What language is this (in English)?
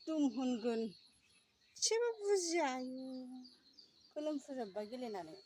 Bodo